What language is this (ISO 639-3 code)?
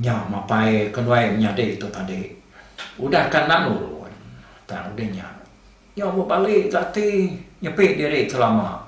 iba